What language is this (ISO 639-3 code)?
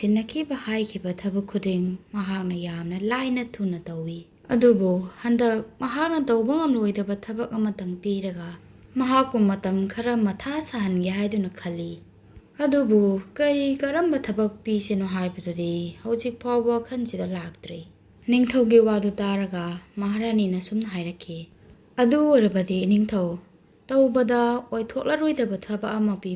mni